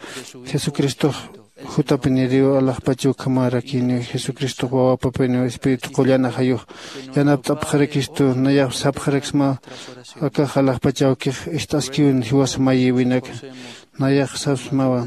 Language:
Aymara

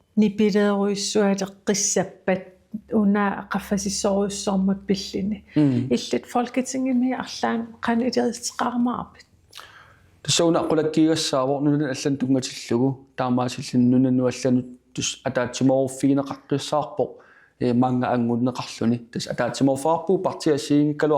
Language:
Kalaallisut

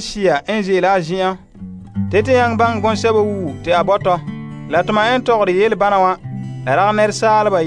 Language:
Frafra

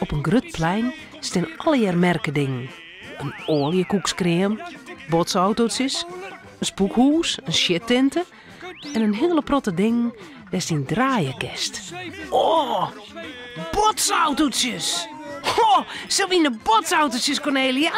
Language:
Western Frisian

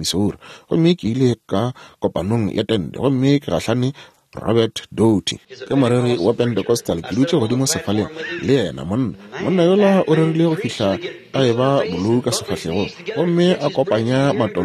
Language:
Northern Sotho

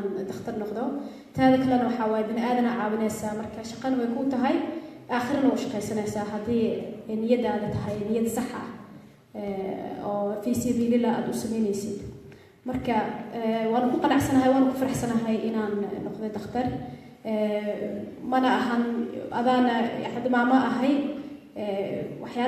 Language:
Somali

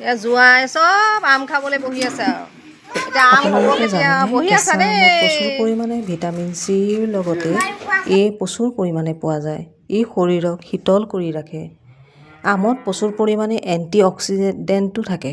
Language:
Assamese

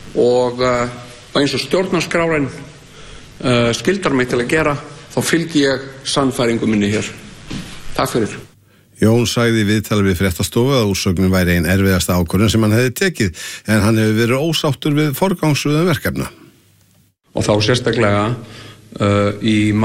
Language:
Icelandic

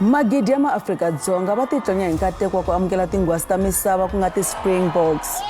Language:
Tsonga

